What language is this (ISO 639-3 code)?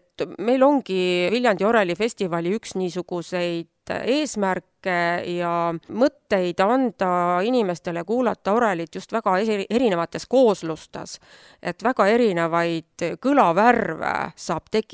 est